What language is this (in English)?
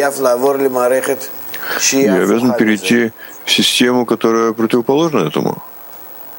Russian